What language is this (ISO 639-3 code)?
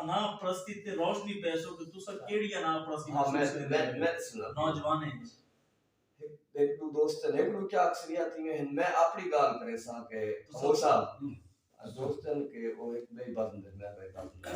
skr